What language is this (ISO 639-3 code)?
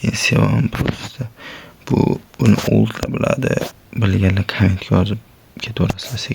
uzb